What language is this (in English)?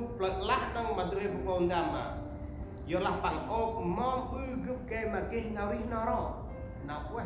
Central Mnong